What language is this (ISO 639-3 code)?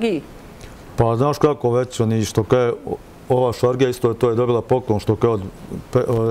bos